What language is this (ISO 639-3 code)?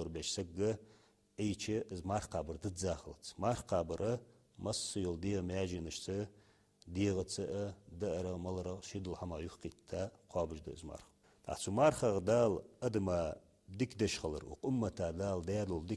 inh